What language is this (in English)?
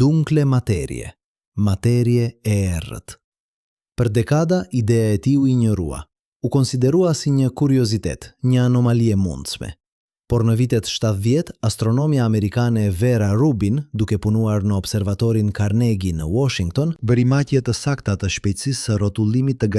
Albanian